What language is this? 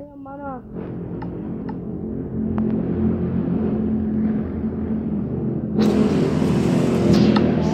Indonesian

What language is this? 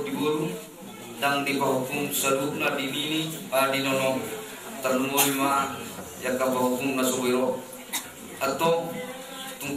Batak Toba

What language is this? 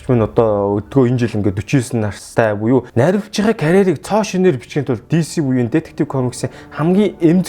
Mongolian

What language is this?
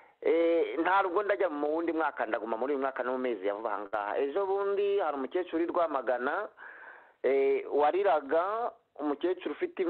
Kinyarwanda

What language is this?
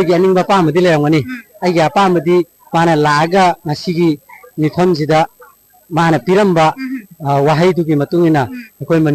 Manipuri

